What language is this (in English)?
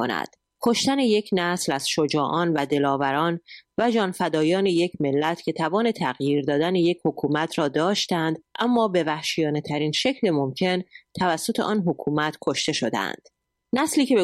Persian